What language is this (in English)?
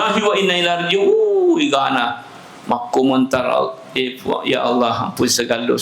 Buginese